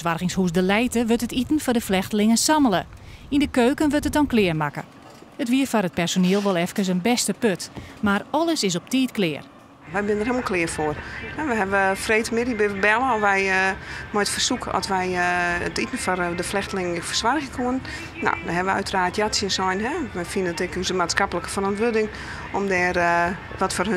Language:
Western Frisian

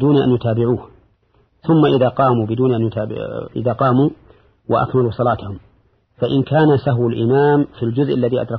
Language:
Arabic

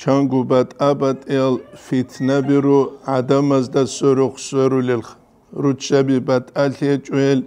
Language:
Avaric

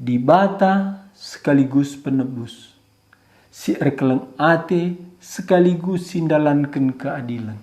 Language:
Batak Karo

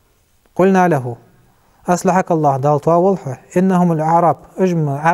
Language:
Ingush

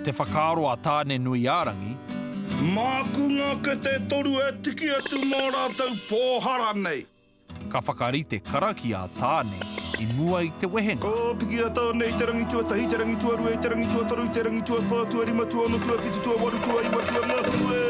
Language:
Māori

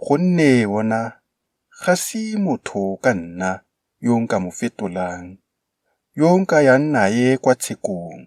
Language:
Tswana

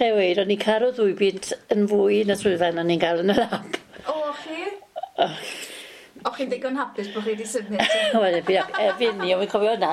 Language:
Welsh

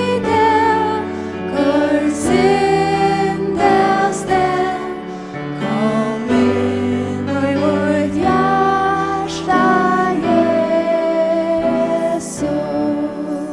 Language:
Faroese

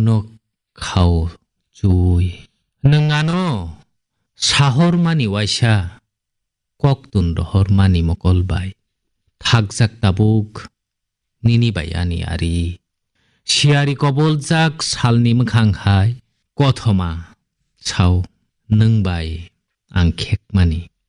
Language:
Kok Borok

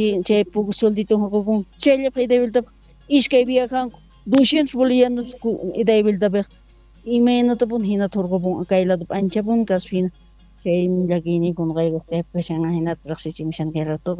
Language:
South Bolivian Quechua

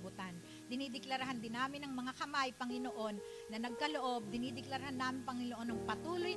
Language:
Filipino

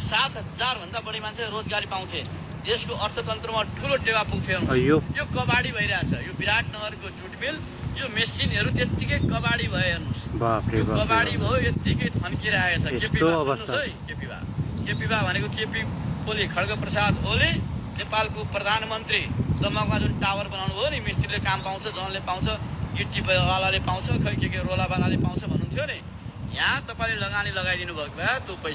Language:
Nepali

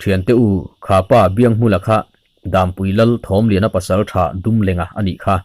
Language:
Mizo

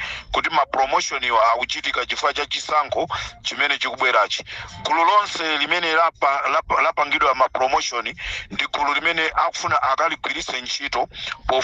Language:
Nyanja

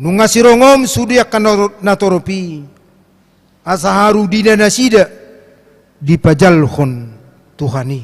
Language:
Batak Toba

